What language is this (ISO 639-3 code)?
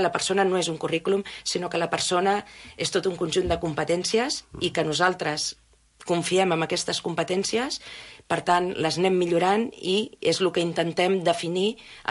cat